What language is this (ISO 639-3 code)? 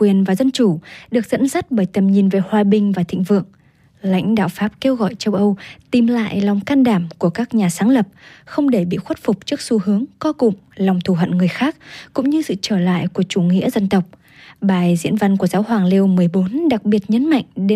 vie